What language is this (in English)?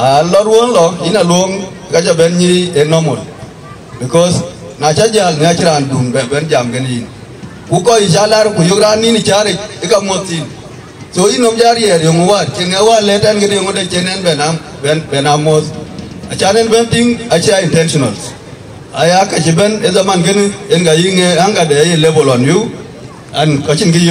Dinka